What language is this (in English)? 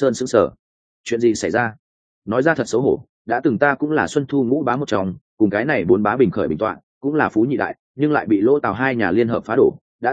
Vietnamese